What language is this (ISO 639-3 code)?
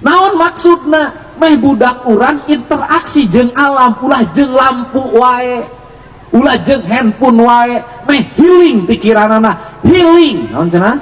sun